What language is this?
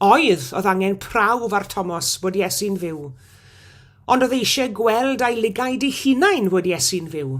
Welsh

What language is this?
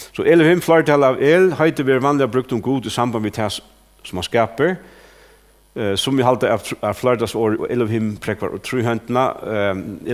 Faroese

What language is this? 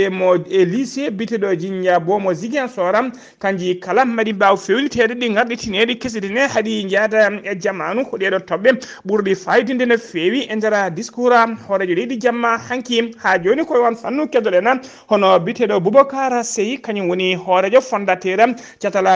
Fula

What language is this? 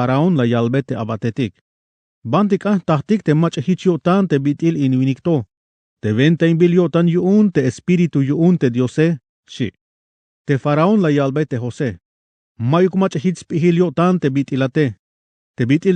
Tzeltal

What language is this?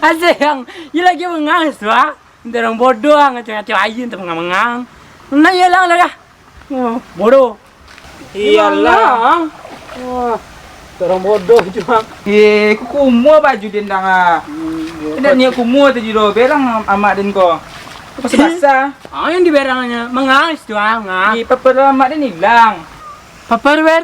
Minangkabau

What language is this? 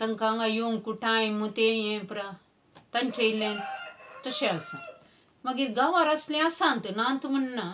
Konkani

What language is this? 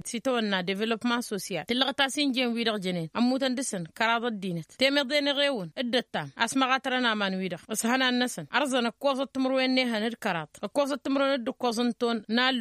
Tamasheq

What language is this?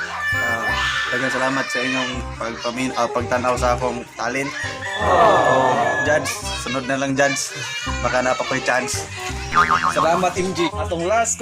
Cebuano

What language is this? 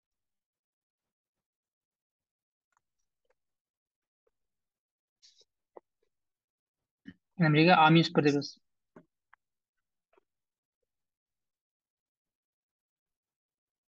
Kazakh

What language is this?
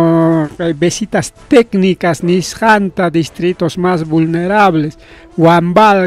Ayacucho Quechua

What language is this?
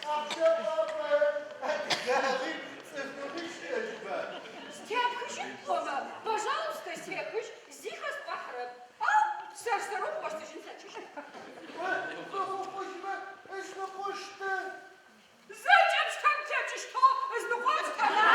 Adyghe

